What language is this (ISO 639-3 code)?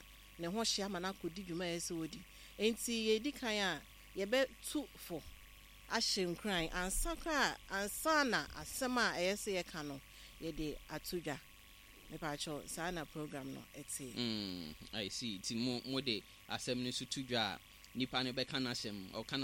aka